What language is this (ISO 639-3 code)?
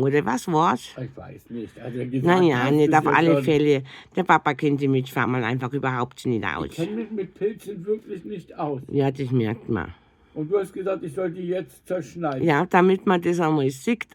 bar